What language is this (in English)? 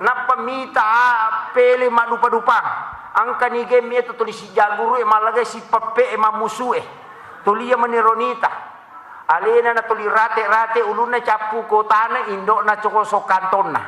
Buginese